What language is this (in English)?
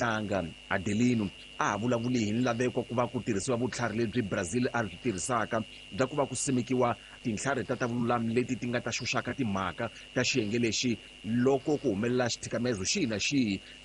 Tsonga